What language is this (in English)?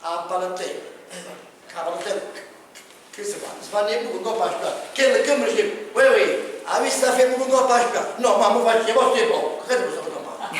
Neapolitan